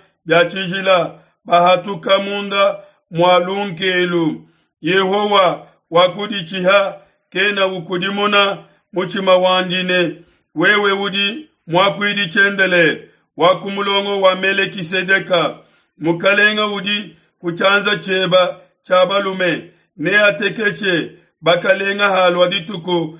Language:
Luba-Lulua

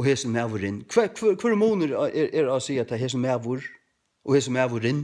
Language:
Faroese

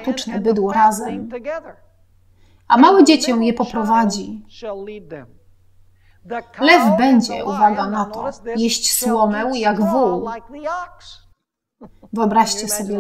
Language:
Polish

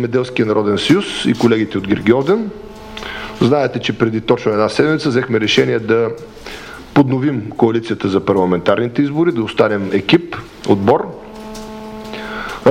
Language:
Bulgarian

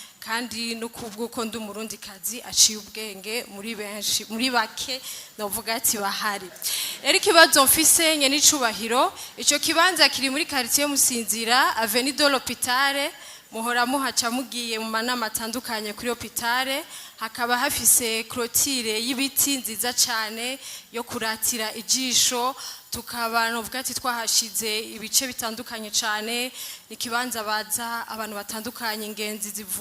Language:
Rundi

